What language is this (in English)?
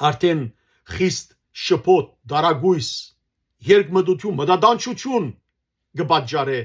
Western Armenian